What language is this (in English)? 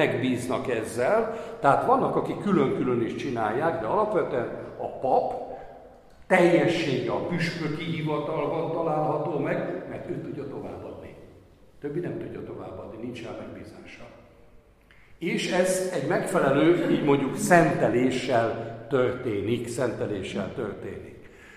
Hungarian